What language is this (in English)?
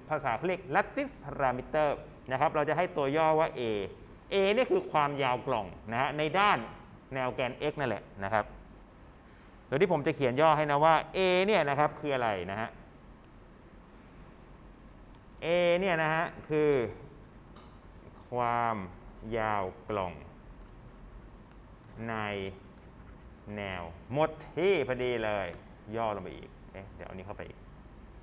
Thai